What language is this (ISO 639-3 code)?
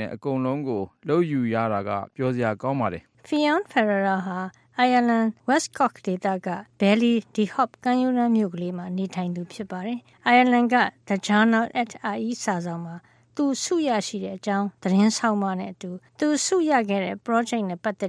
mya